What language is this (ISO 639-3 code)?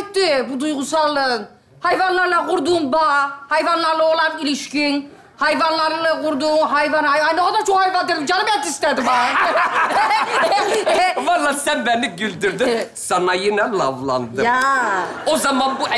tur